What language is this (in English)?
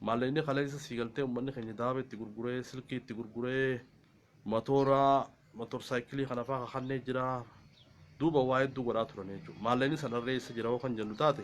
Oromo